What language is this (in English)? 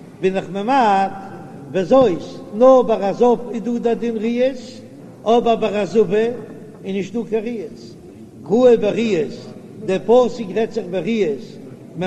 Yiddish